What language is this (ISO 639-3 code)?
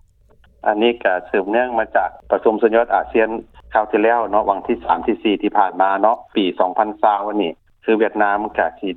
lao